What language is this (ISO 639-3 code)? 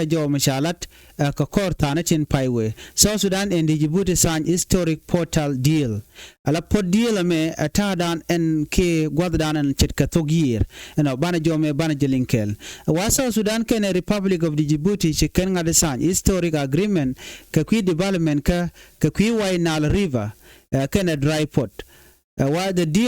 nus